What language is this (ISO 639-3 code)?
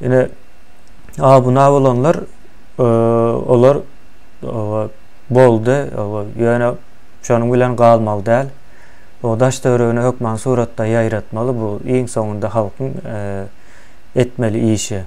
tuk